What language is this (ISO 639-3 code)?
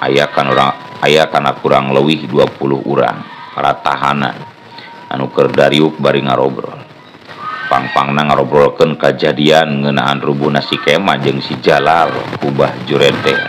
sun